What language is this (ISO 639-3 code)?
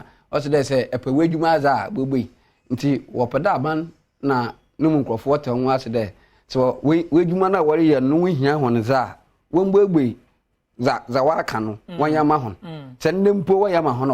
aka